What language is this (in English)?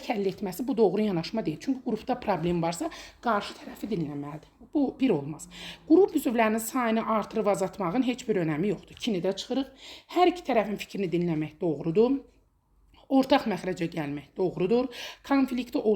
Azerbaijani